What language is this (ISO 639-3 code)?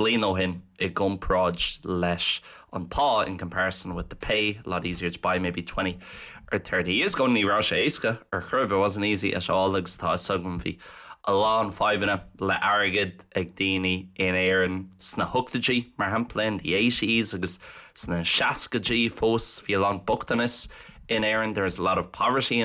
gle